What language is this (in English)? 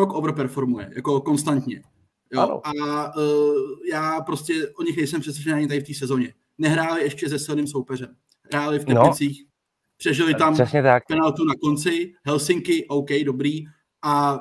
Czech